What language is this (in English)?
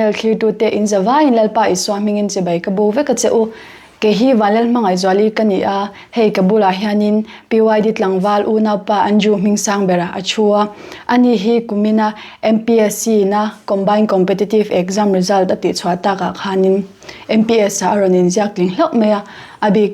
Mizo